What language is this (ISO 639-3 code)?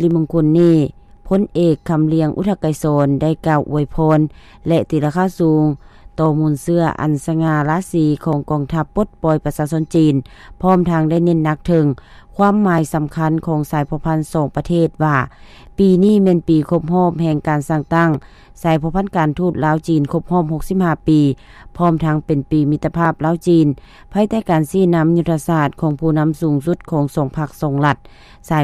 lao